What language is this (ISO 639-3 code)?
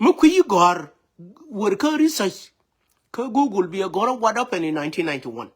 nus